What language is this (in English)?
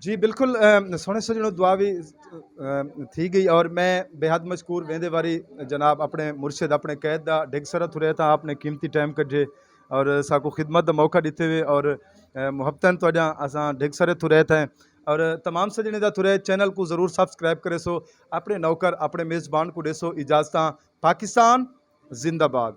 Saraiki